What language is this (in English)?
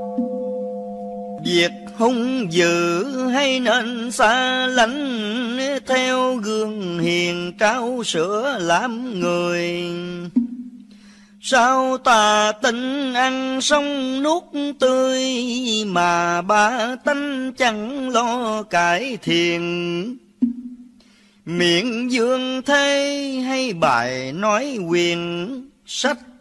Vietnamese